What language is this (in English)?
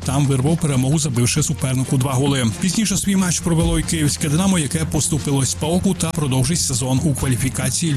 Ukrainian